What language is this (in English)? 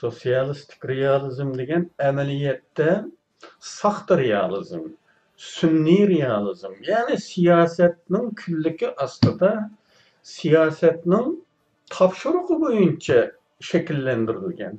Uyghur